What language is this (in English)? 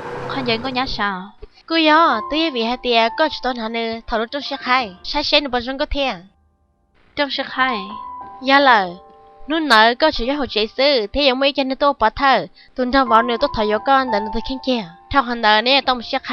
Hmong